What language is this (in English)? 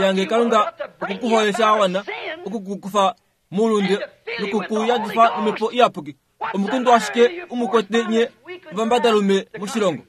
Kuanyama